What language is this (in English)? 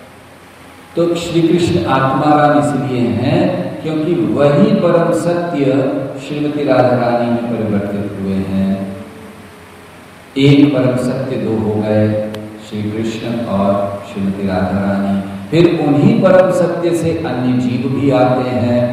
Hindi